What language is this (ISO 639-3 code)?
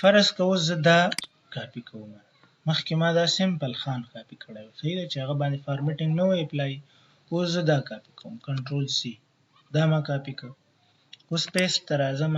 pus